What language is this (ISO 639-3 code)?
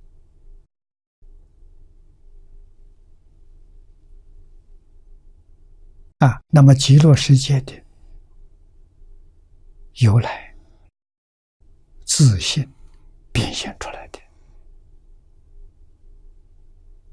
zho